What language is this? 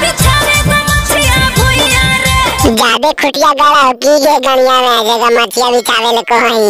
Magahi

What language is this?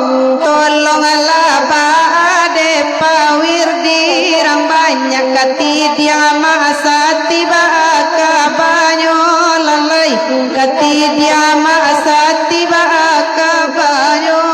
Minangkabau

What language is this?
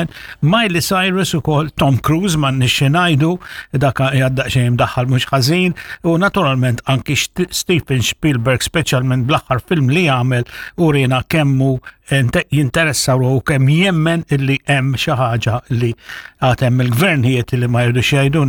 Maltese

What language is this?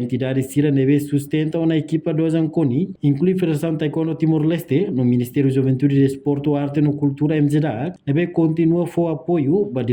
Tetum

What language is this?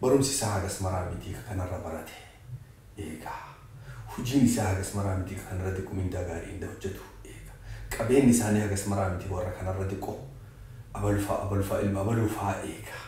Oromo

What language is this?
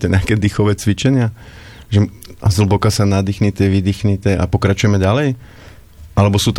Slovak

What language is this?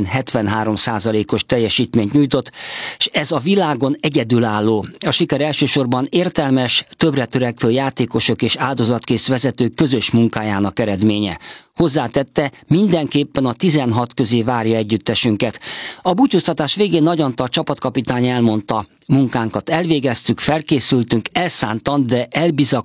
Hungarian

